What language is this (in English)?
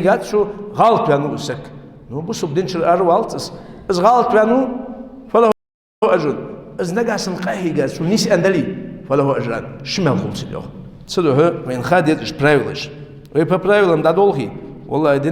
Ingush